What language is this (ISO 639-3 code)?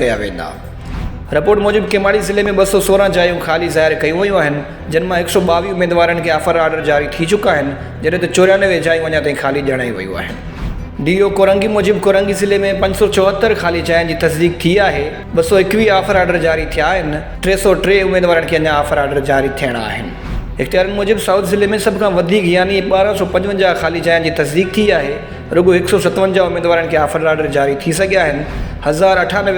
snd